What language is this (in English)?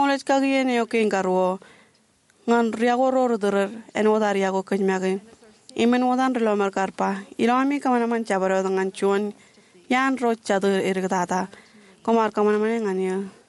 Marshallese